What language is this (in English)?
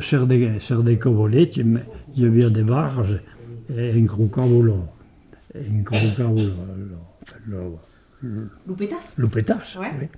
Occitan